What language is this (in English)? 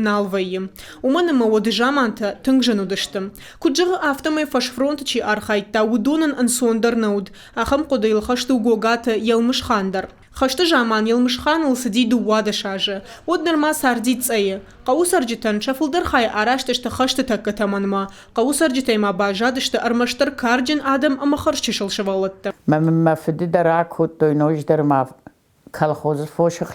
Ossetic